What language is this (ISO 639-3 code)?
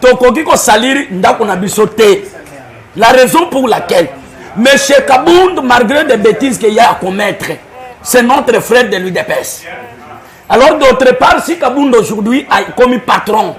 lin